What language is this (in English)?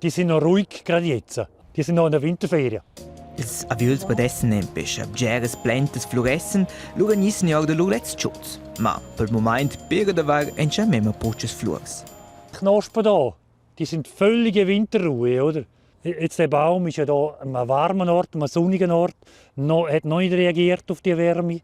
Romansh